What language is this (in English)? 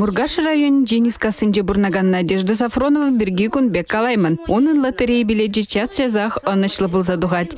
Chuvash